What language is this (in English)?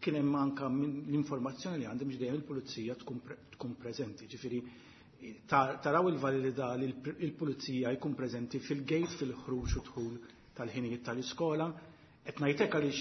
Maltese